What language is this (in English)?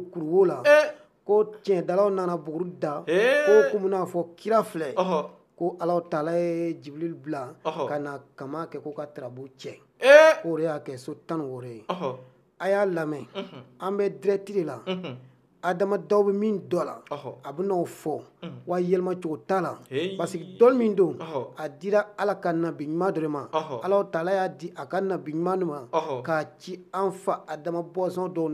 Bambara